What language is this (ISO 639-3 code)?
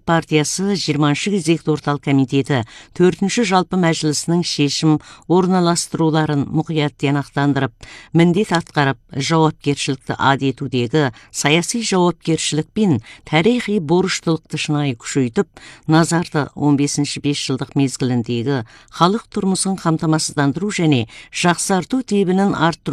kaz